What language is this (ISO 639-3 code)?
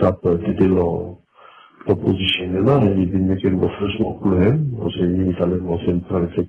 bis